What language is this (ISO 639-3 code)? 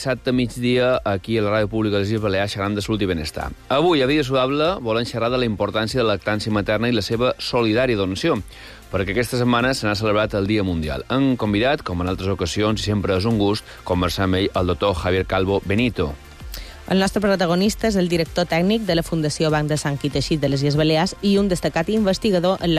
cat